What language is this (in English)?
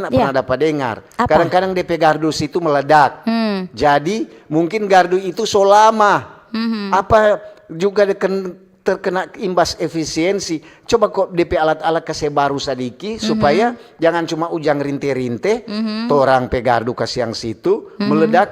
Manado Malay